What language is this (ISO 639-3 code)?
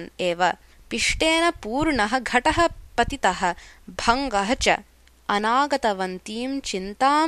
san